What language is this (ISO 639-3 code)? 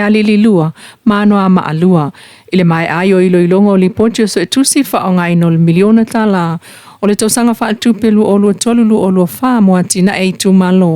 smo